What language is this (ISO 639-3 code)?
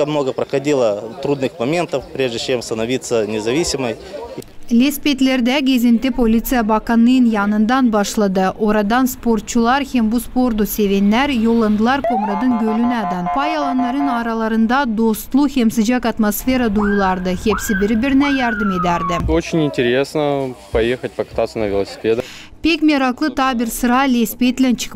gag